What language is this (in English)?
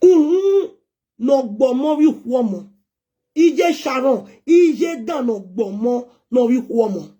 Nigerian Pidgin